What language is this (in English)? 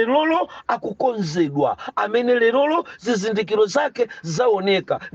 Nyanja